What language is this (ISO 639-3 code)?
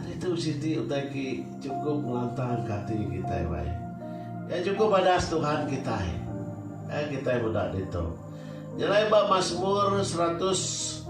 iba